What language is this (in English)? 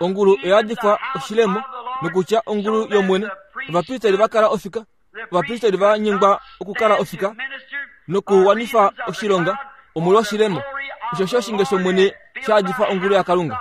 Kuanyama